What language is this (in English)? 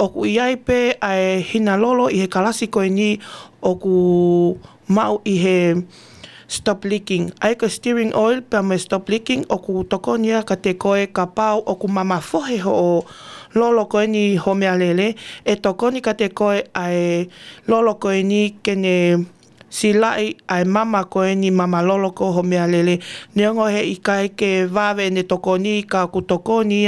Tongan